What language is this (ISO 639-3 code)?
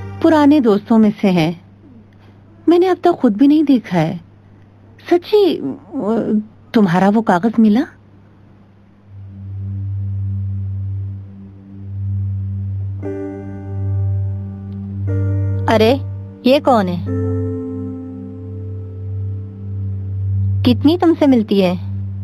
hin